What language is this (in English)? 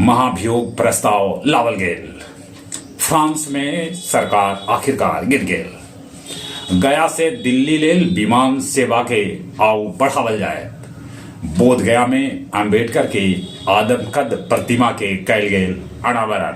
Magahi